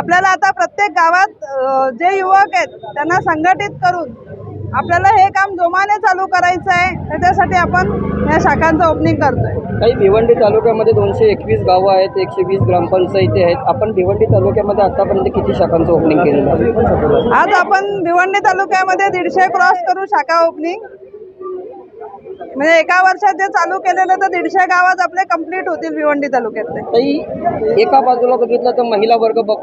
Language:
Marathi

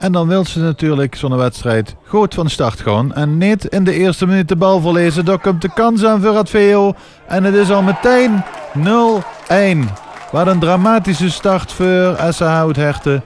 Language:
Limburgish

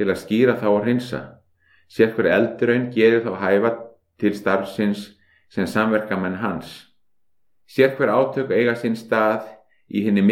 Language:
Icelandic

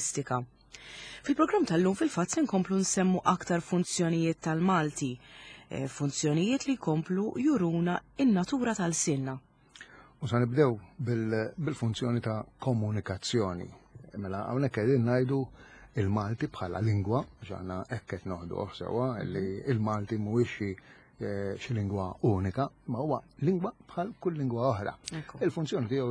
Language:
Maltese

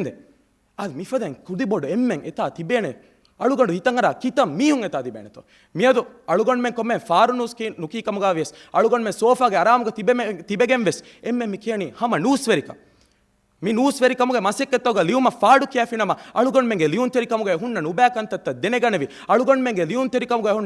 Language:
Divehi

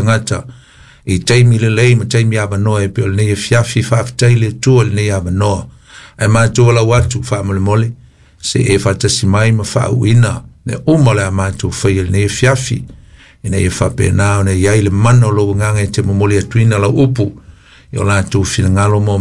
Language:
Samoan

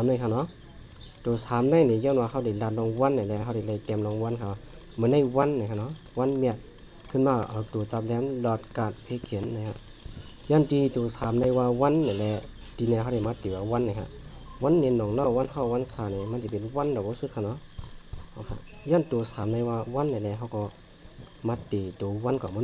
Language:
Shan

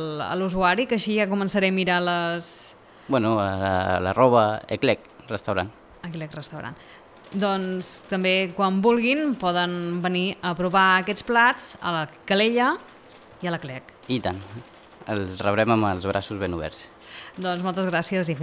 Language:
Catalan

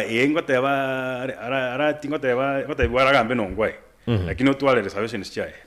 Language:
Gusii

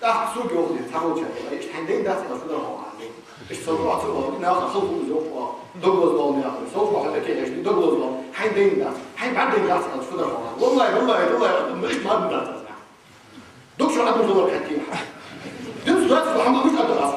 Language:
Ingush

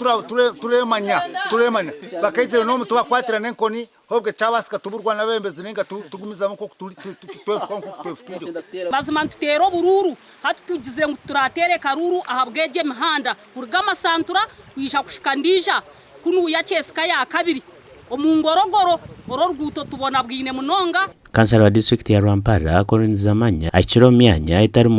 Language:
Nyankole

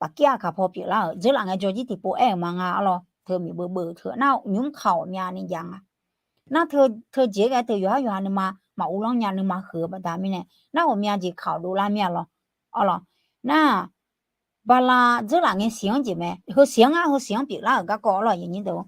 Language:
Akha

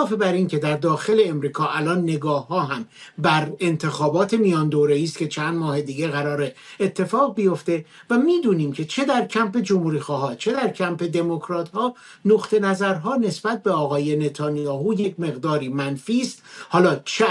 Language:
Persian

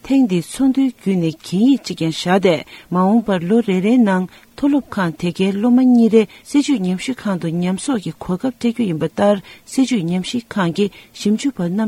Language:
Tibetan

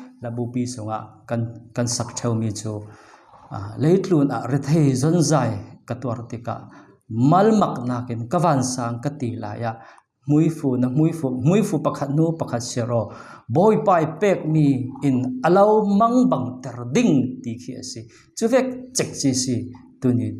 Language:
Falam Chin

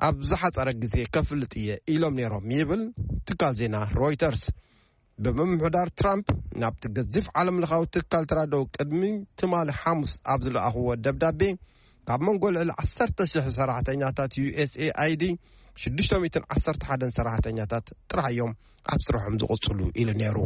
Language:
Tigrinya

